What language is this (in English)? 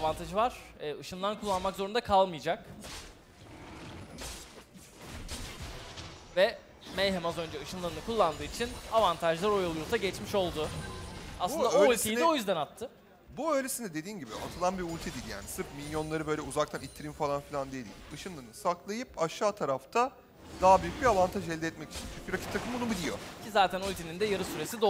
Turkish